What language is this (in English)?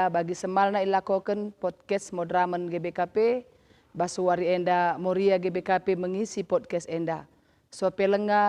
Batak Karo